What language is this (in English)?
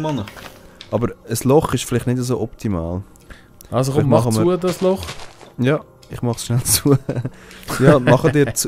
Swiss German